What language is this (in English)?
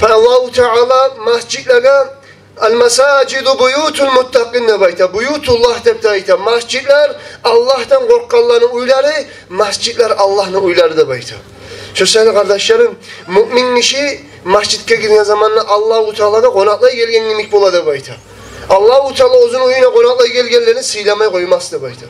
Kumyk